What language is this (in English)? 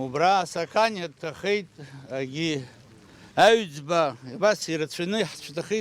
Abkhazian